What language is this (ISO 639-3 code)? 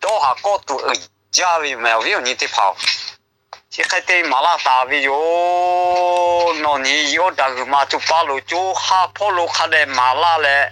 lhu